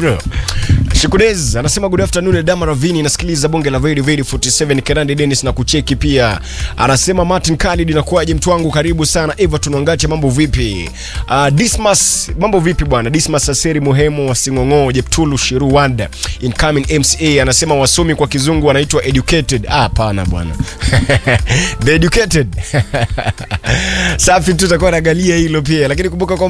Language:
Swahili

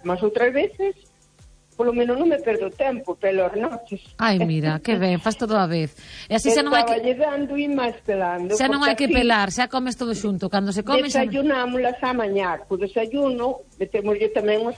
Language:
Galician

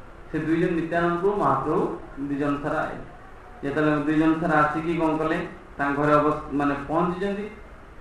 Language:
Odia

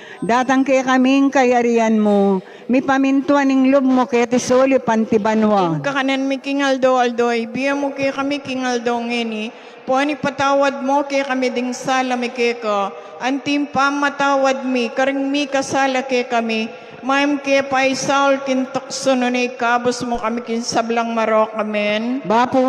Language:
Pampanga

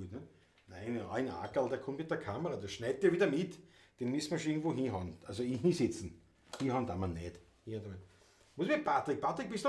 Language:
Bavarian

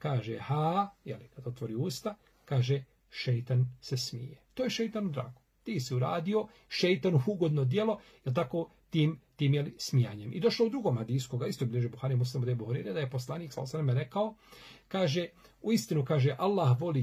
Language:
Bosnian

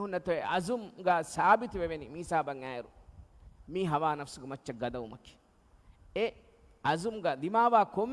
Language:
Divehi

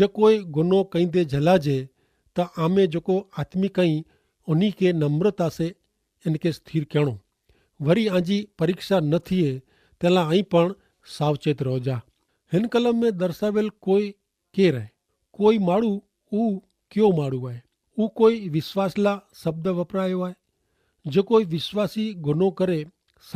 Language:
Kachhi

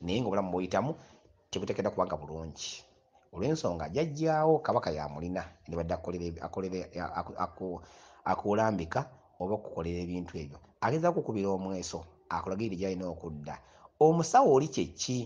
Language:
Ganda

